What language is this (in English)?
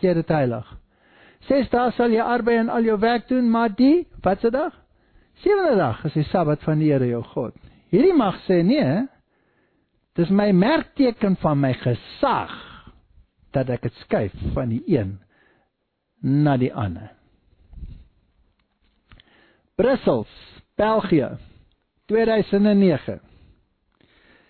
Afrikaans